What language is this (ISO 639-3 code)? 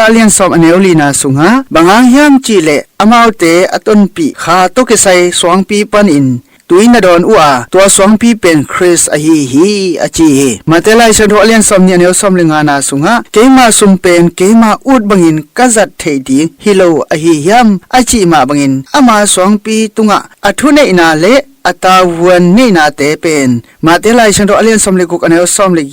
ctd